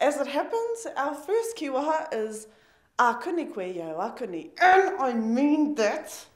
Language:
Māori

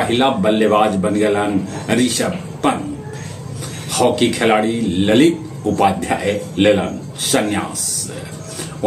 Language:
Magahi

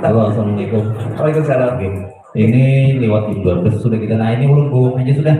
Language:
Banjar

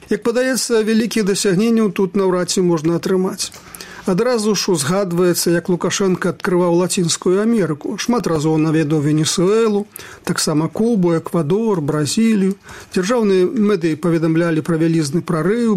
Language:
Belarusian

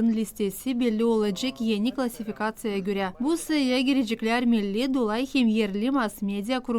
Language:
Gagauz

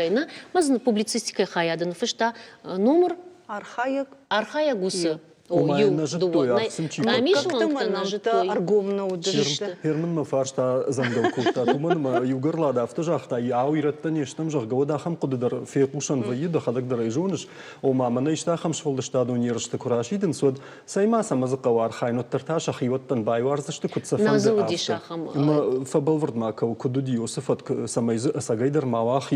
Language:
Ossetic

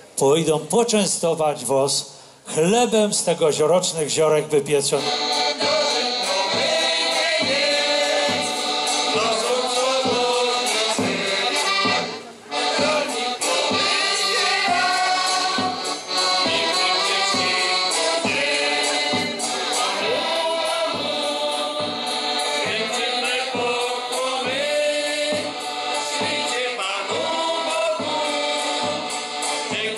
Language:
Polish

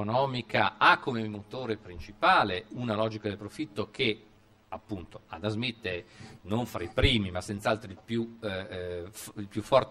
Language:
Italian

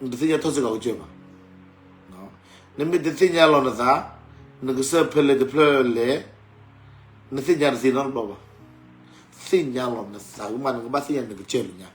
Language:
S'gaw Karen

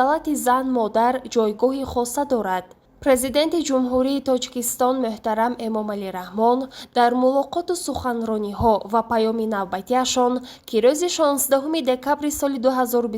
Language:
Tajik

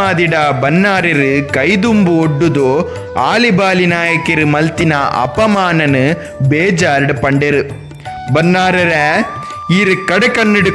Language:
Tulu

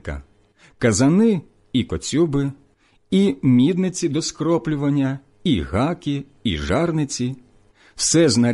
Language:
Ukrainian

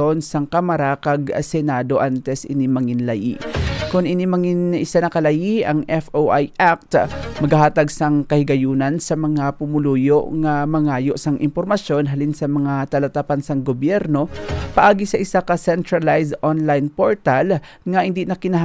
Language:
Hiligaynon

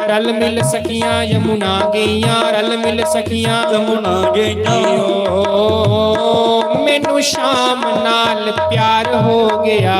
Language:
Dogri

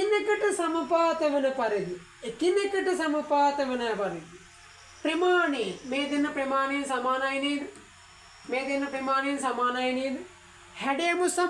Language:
Sinhala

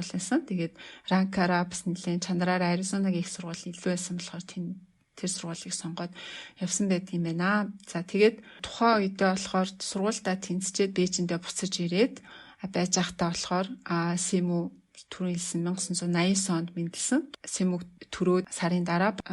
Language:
Mongolian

